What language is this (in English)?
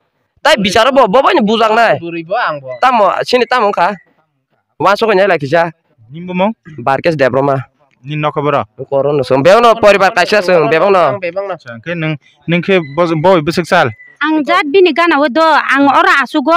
Kok Borok